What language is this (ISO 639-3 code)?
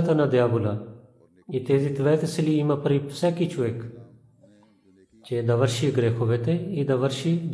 bul